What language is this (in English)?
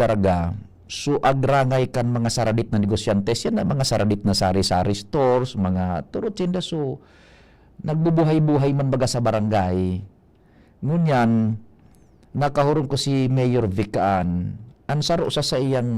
Bikol